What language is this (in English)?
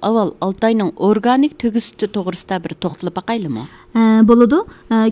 Uyghur